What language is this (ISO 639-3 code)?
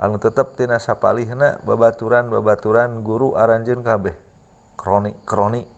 sun